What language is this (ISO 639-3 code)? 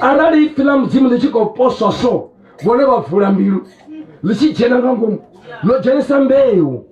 ven